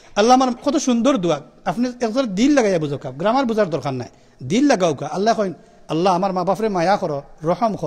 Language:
Sylheti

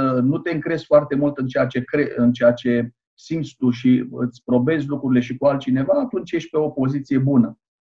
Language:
Romanian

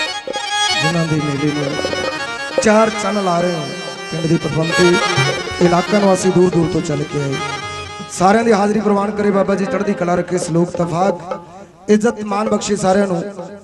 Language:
Punjabi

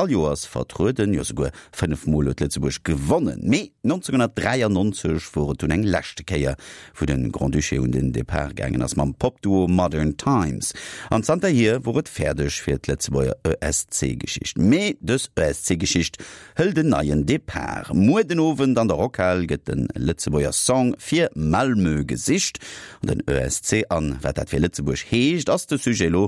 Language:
Luxembourgish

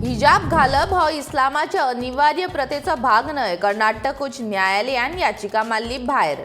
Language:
Konkani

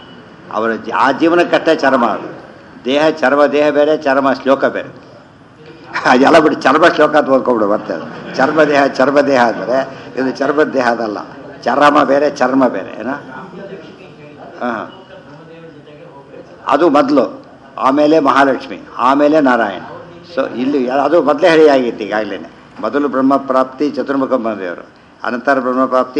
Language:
Kannada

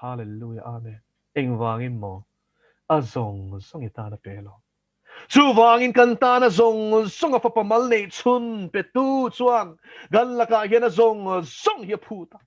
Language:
Mizo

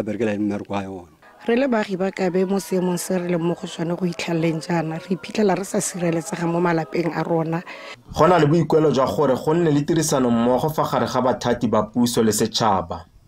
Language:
Tswana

